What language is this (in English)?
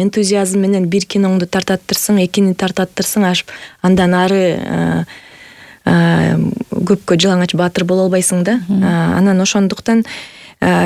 Kyrgyz